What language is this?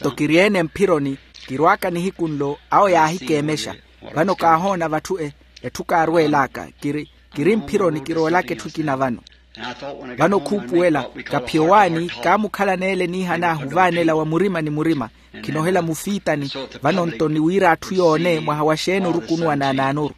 Makhuwa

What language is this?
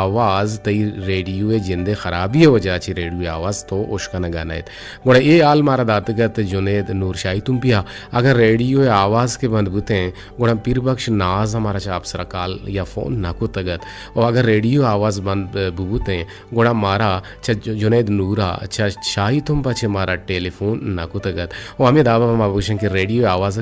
Eastern Balochi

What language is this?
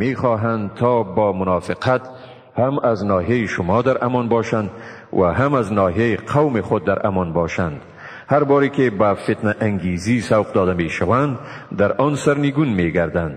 Tajik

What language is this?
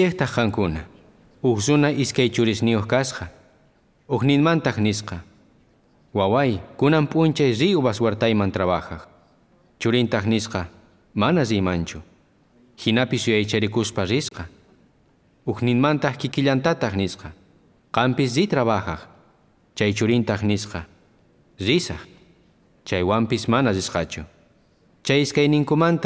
South Bolivian Quechua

